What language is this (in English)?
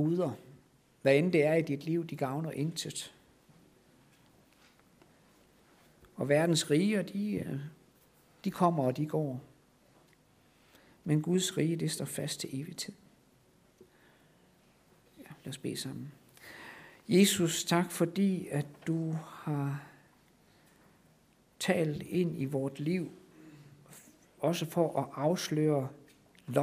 Danish